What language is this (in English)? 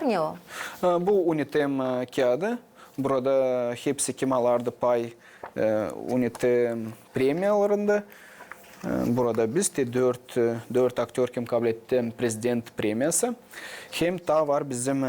Gagauz